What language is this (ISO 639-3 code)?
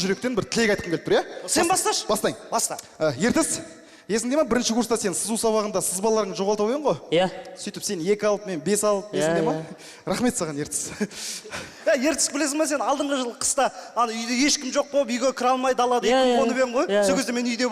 kaz